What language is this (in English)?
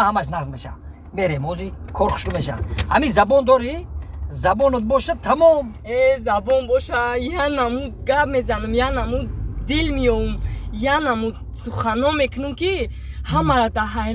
Tajik